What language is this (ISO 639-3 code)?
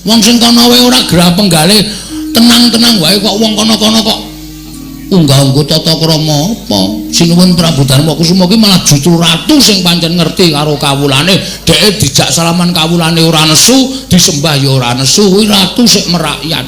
jav